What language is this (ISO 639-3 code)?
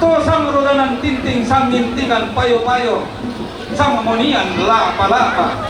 sda